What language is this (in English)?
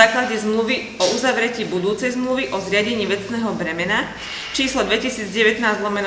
Slovak